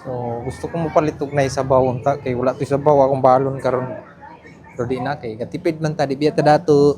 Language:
Cebuano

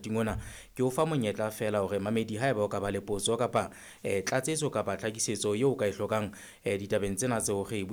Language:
Southern Sotho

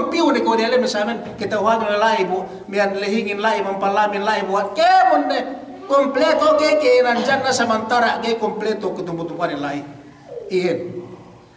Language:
Yakan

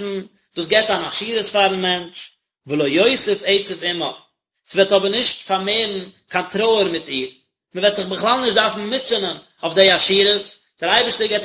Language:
Yiddish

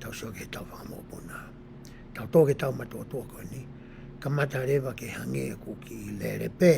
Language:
Tongan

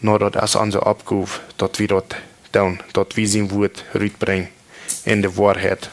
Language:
Plautdietsch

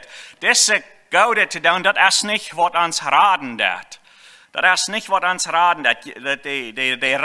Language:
Plautdietsch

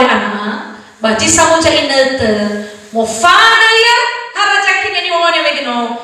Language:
Nias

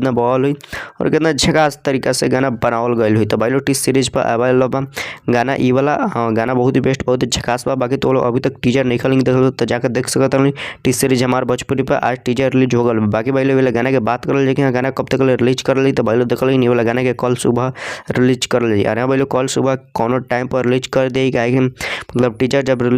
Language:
Bhojpuri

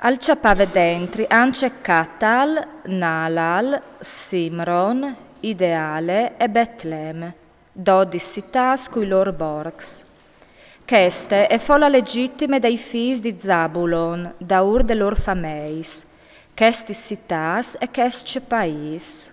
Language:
Friulian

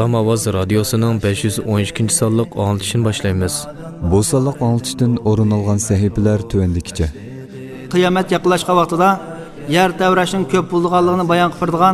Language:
Uyghur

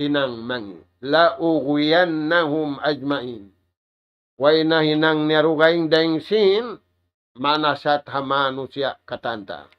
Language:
Tausug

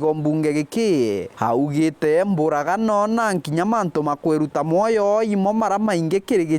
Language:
Meru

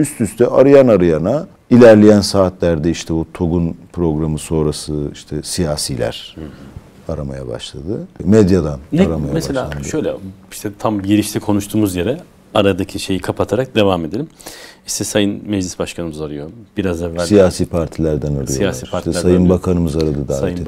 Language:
Turkish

